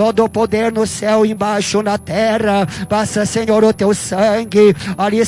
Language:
Portuguese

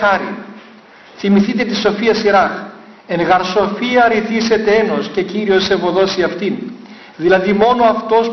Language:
Greek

